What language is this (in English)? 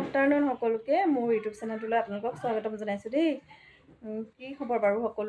Assamese